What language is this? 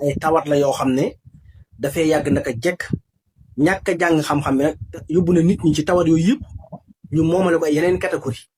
Wolof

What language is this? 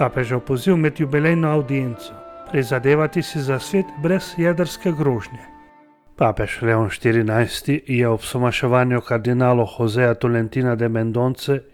Slovenian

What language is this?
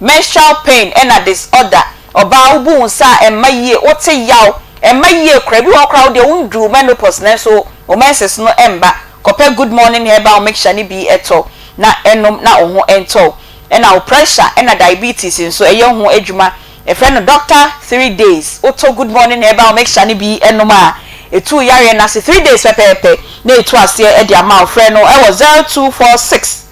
Akan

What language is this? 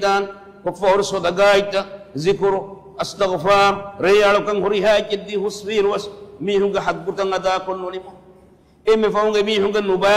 Divehi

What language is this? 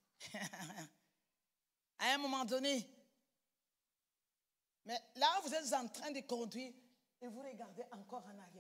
French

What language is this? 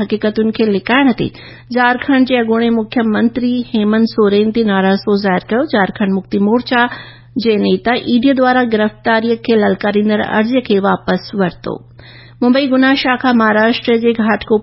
Sindhi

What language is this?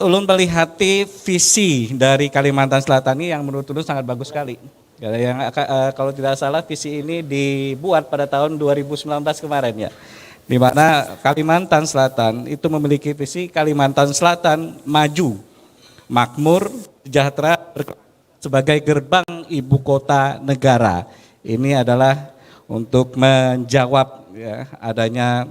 Banjar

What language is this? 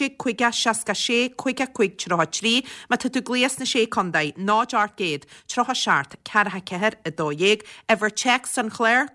Irish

